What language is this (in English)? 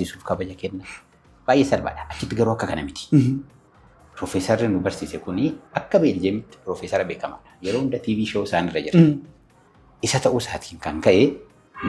Oromo